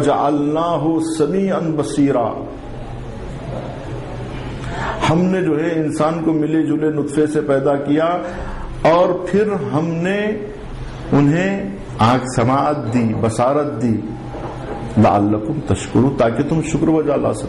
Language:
Urdu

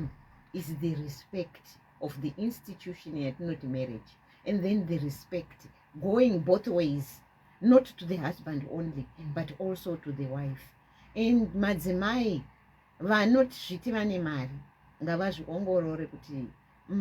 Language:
Shona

